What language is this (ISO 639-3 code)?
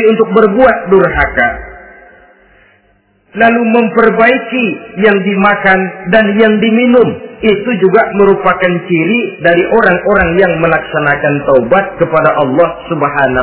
ind